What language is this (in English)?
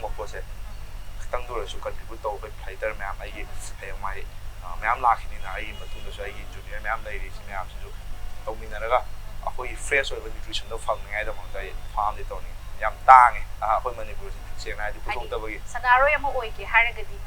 Manipuri